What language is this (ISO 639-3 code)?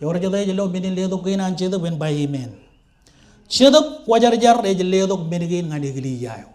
mah